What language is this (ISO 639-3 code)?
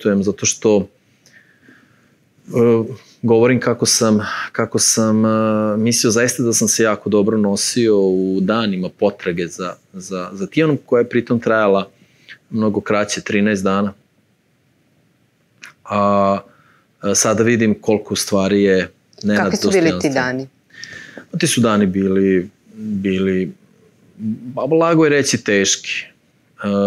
srp